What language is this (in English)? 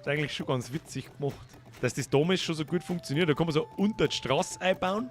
Bavarian